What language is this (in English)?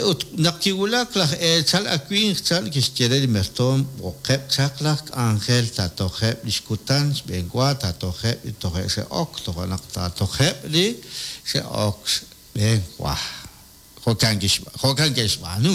Kekchí